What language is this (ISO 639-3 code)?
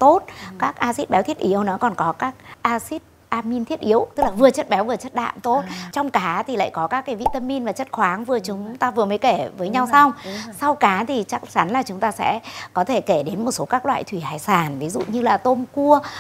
vie